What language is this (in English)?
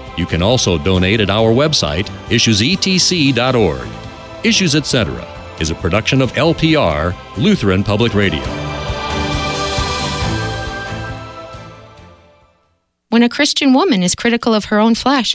English